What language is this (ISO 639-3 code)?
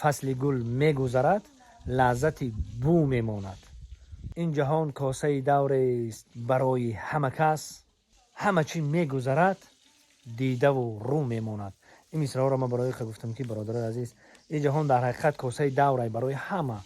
tgk